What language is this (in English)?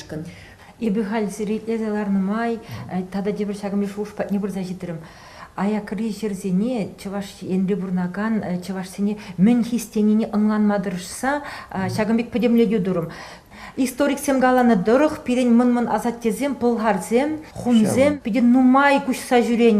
Chuvash